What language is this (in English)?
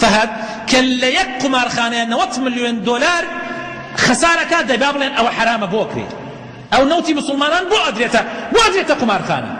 Central Kurdish